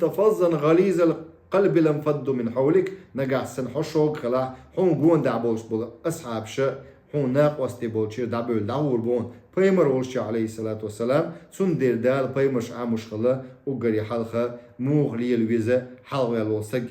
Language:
Chechen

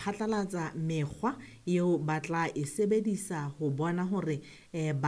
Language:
Southern Sotho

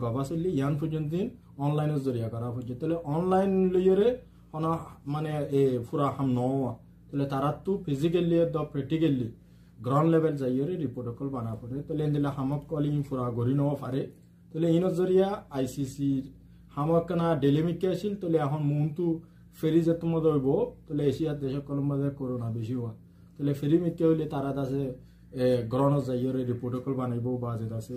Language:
Rohingya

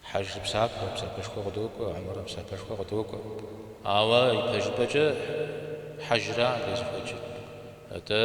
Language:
Kabardian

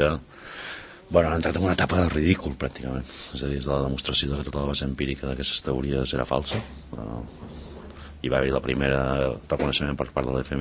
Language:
Catalan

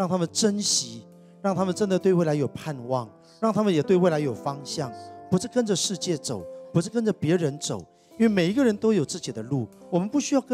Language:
Chinese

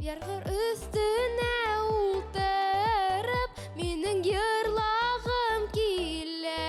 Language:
Bashkir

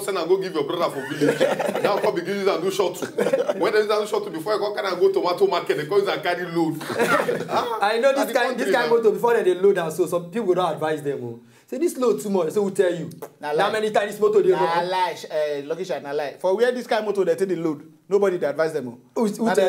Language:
Nigerian Pidgin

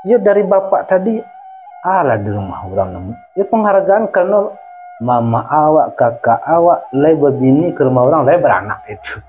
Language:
Minangkabau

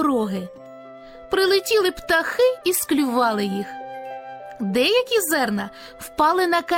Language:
Ukrainian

